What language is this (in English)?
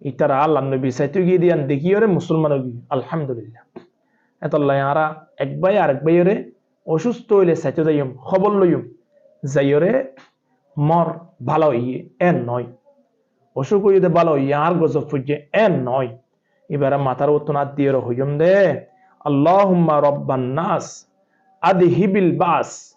Rohingya